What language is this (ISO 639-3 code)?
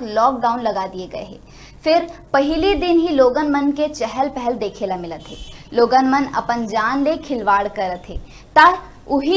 hne